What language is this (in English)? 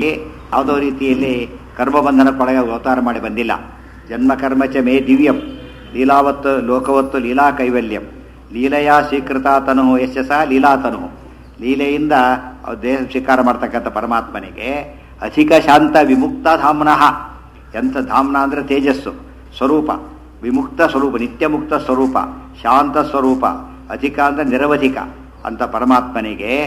Kannada